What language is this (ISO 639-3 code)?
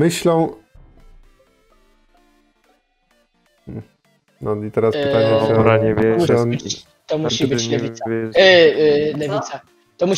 pol